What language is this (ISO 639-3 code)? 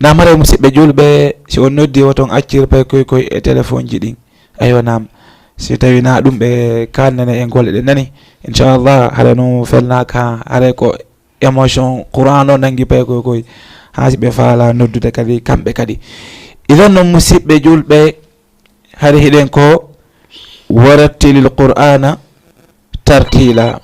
ful